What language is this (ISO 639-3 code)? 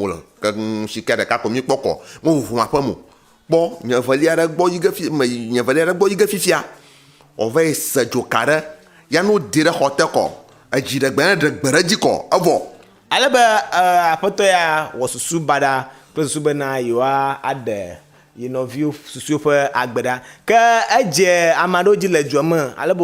ewe